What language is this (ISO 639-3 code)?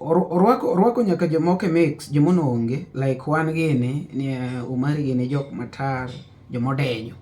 luo